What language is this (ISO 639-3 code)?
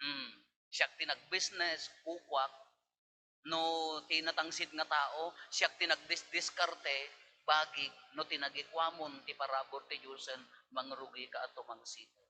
ilo